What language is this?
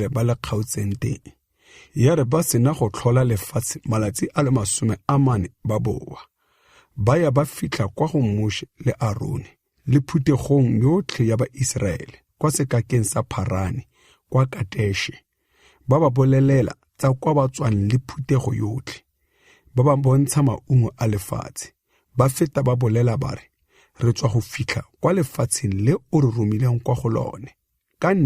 Tswana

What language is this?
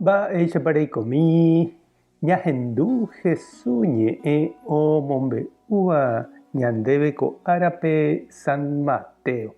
Guarani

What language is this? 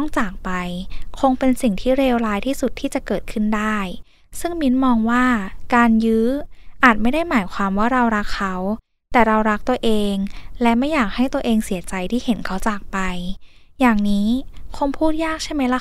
Thai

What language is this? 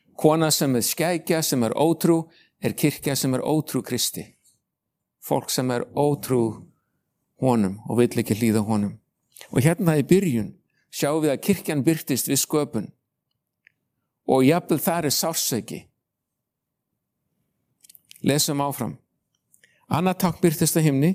Icelandic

